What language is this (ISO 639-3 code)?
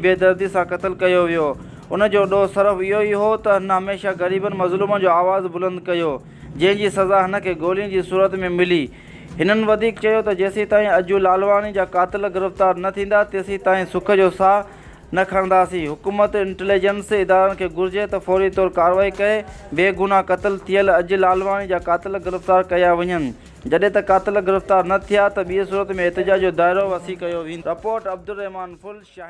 snd